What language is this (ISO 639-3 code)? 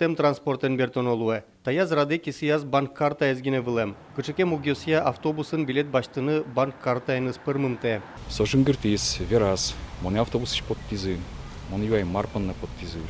udm